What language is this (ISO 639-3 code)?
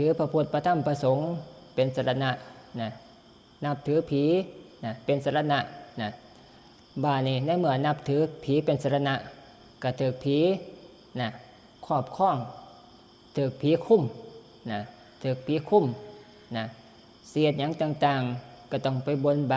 tts